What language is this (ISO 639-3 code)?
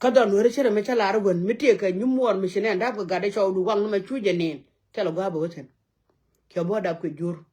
nus